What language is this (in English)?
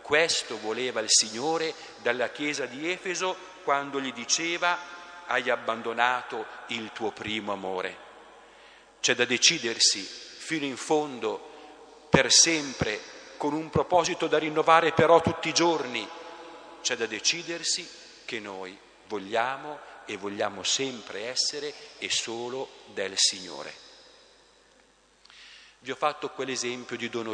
Italian